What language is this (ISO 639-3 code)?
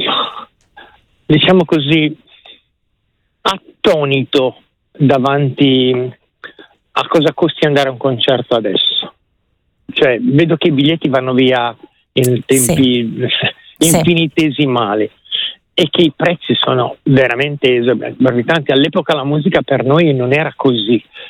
ita